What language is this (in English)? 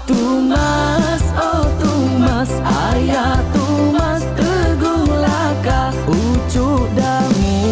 Iban